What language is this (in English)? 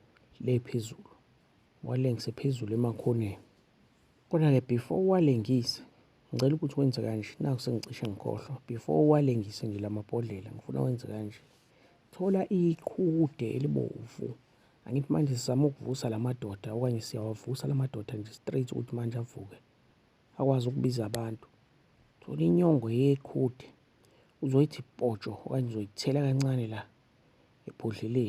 Zulu